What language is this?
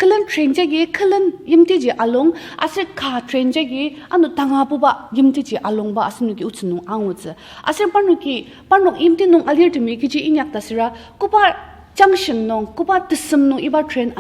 Ao Naga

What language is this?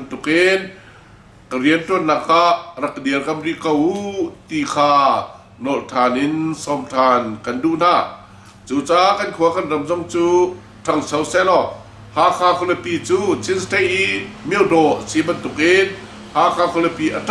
Hakha Chin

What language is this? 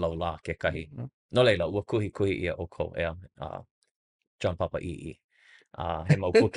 Hawaiian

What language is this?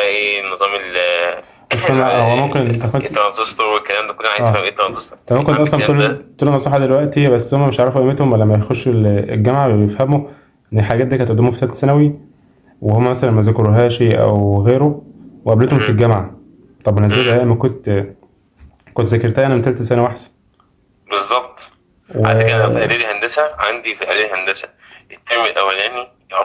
Egyptian Arabic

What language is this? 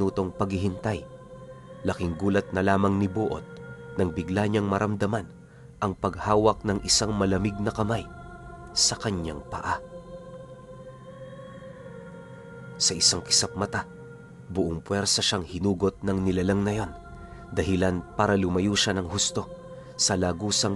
Filipino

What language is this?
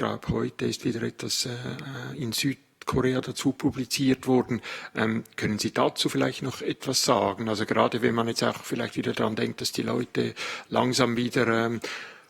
Swiss German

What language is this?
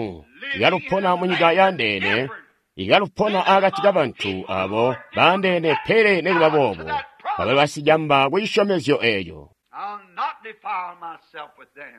Tonga (Zambia)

